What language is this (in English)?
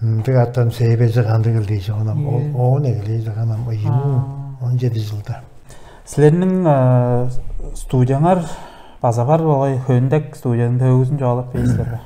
Tuvinian